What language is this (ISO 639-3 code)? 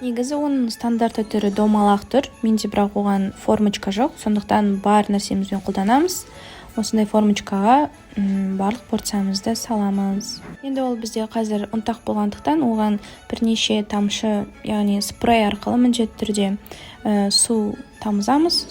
kaz